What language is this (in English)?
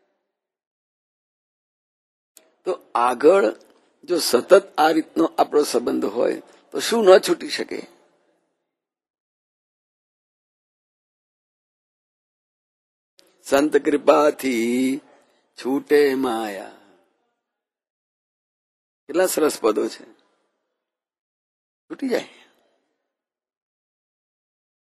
Gujarati